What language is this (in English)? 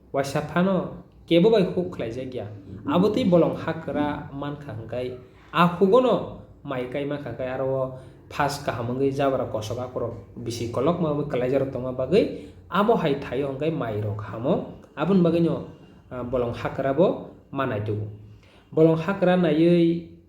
Kok Borok